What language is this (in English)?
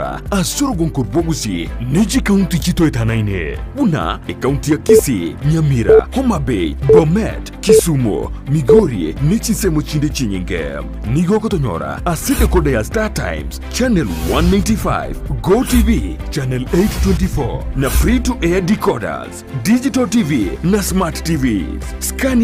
Gusii